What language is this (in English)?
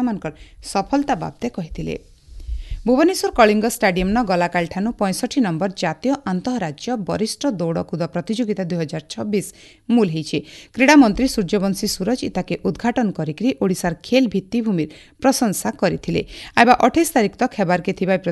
Odia